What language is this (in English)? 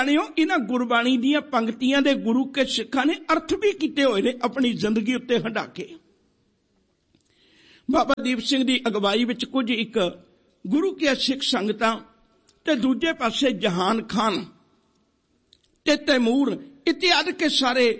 Punjabi